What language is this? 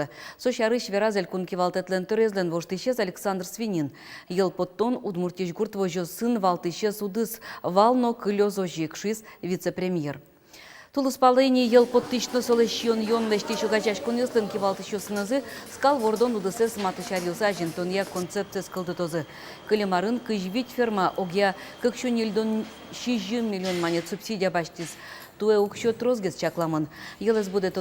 Udmurt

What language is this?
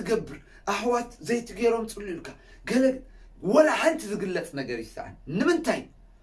Tigrinya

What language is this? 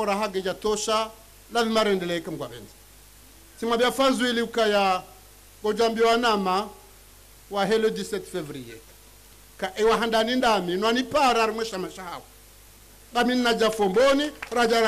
Ngazidja Comorian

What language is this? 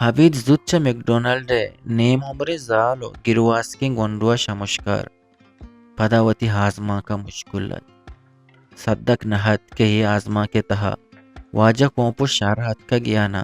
Eastern Balochi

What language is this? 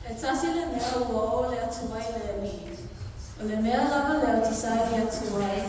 Samoan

